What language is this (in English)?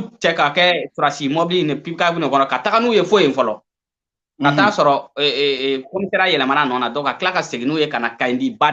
Bambara